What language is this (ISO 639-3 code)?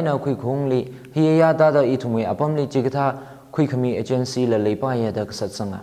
nmf